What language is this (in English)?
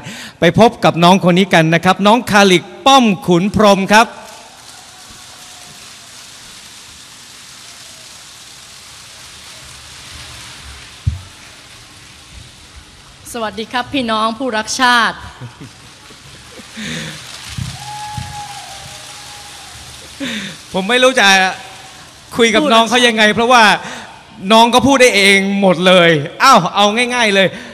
Thai